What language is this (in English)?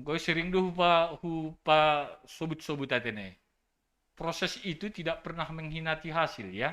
Batak Simalungun